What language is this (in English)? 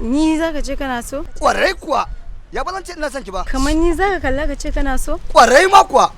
Hausa